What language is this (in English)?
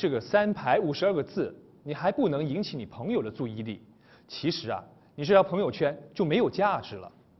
Chinese